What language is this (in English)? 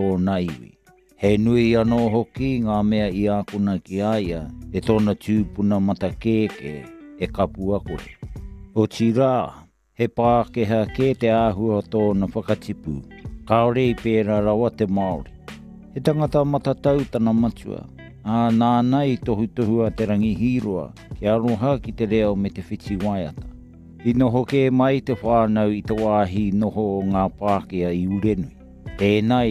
Māori